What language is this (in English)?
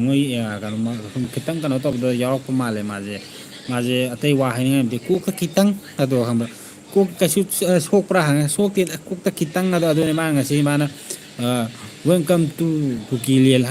Manipuri